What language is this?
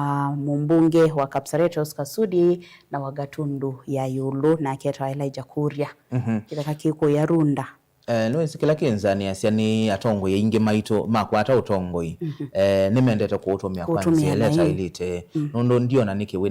Kamba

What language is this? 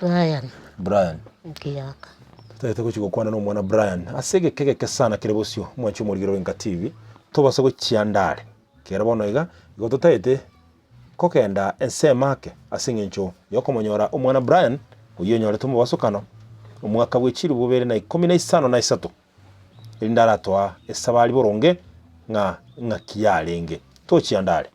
Gusii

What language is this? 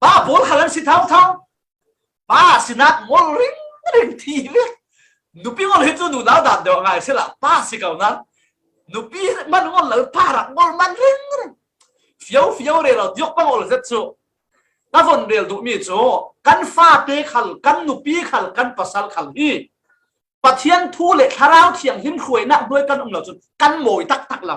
Falam Chin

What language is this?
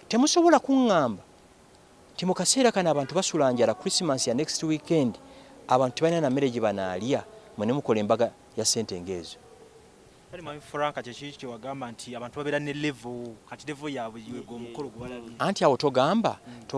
Ganda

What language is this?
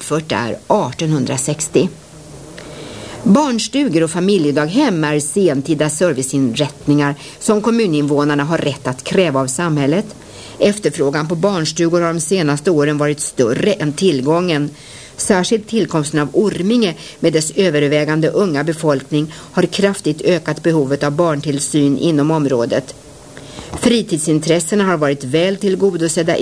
Swedish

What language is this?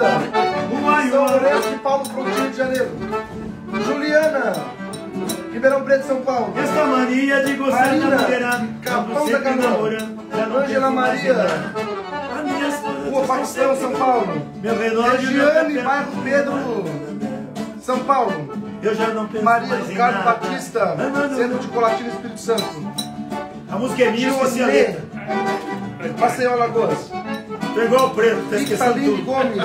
Portuguese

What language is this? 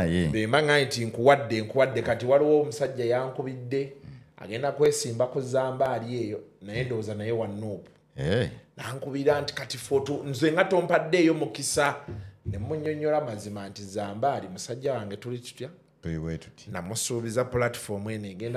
Ganda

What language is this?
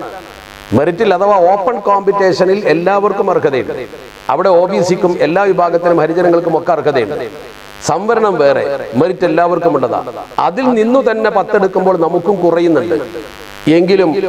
Malayalam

